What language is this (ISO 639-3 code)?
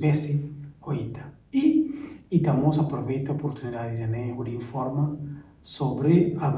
tet